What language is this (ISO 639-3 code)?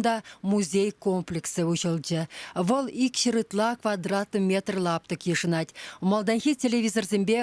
chv